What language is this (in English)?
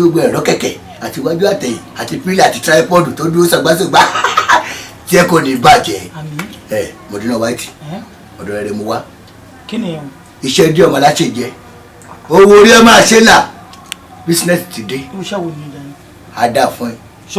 Yoruba